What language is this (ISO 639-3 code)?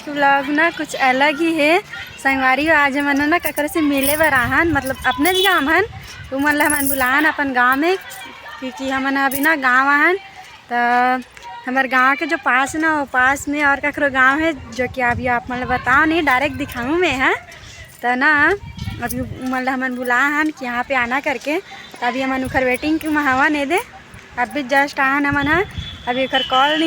hne